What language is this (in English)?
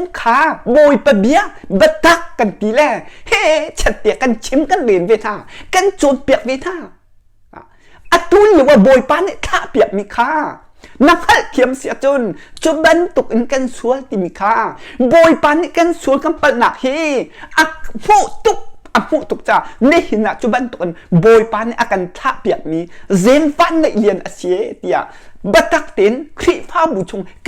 Hakha Chin